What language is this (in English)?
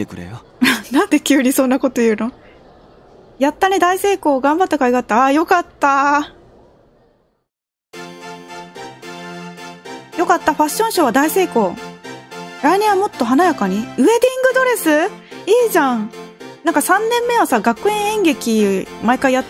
Japanese